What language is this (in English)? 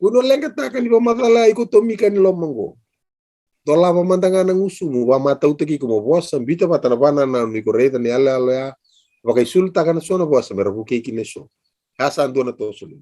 Fijian